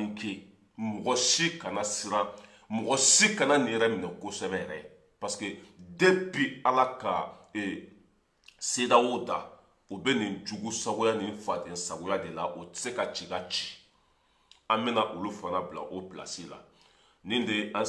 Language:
Bambara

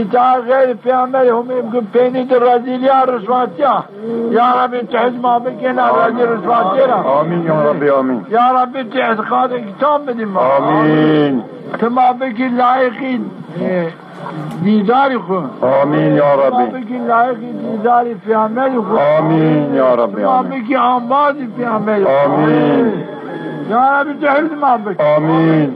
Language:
Zaza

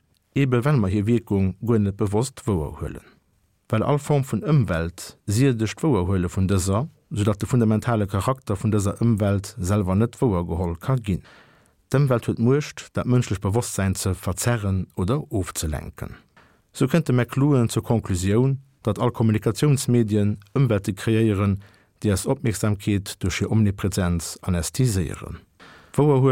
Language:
Luxembourgish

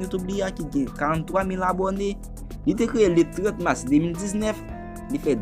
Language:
Haitian Creole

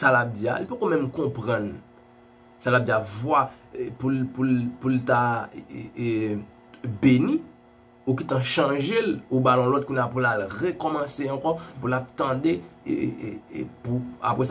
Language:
Haitian Creole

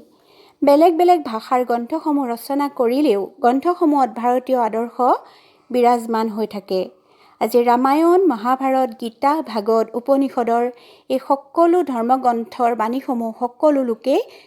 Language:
Assamese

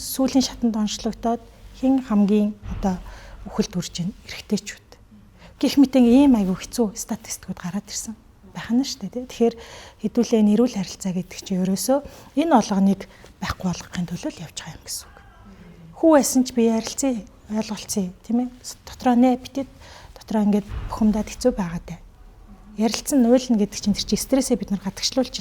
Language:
Mongolian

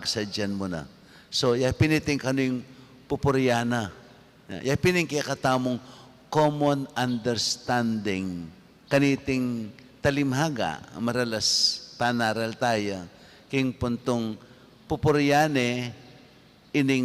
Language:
Pampanga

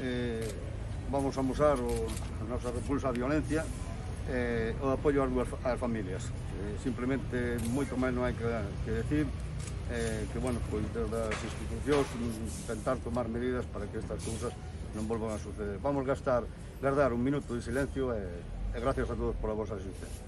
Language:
Galician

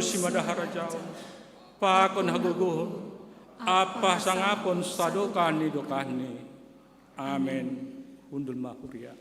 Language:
Batak Simalungun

